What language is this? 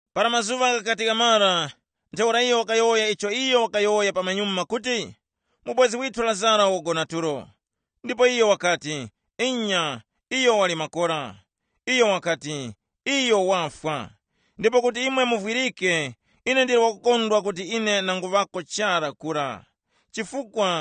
Tumbuka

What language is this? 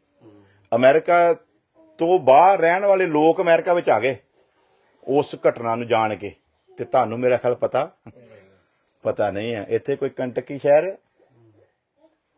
Punjabi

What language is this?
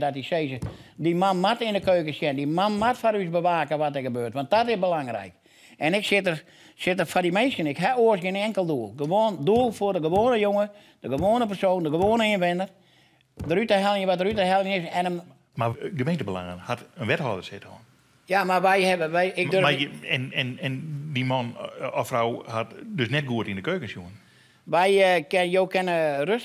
Western Frisian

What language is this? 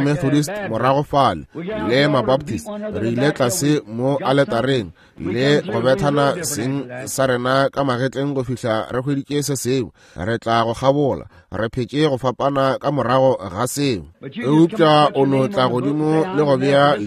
Northern Sotho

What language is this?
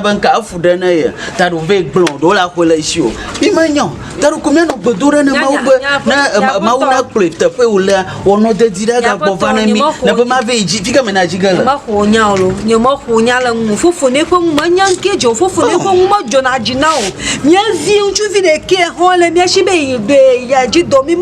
Ewe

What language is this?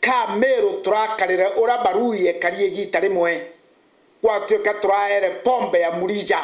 Meru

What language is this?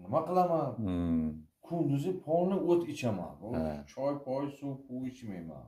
Uzbek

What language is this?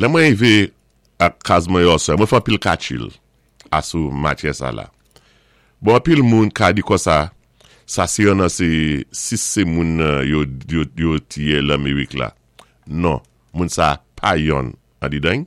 Saint Lucian Creole French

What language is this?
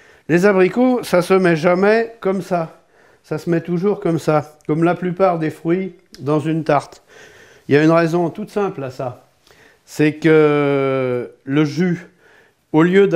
French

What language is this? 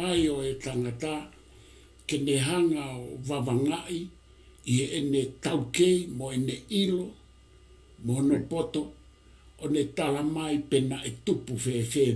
Tongan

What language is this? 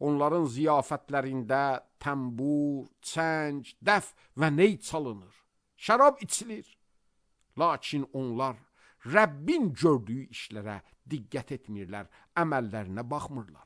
Azerbaijani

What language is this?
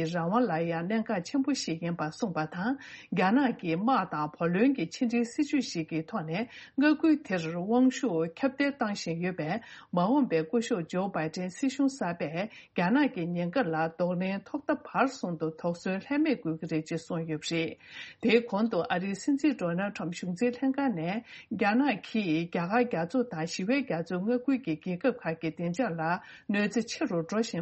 Tibetan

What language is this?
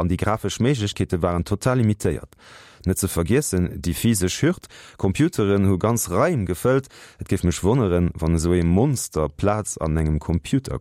Luxembourgish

